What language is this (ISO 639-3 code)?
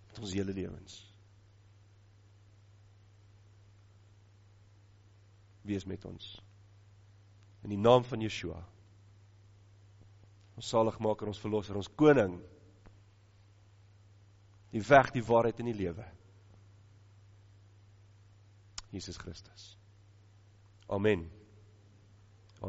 afr